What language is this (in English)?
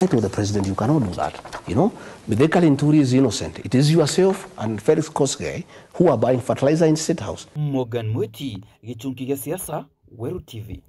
Meru